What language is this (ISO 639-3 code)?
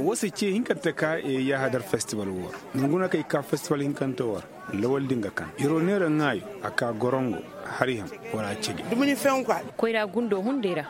ses